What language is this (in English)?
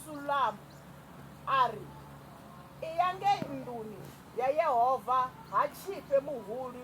Venda